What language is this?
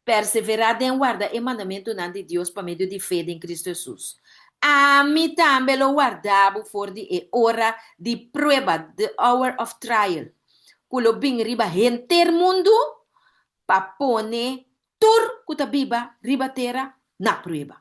Papiamento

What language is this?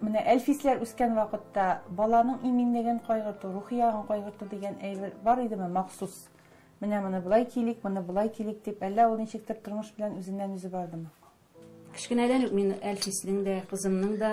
Tatar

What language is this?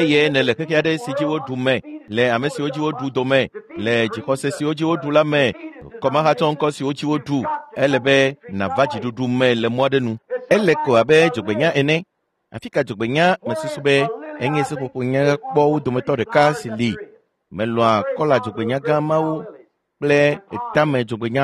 Ewe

